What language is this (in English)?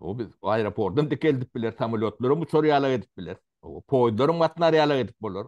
Turkmen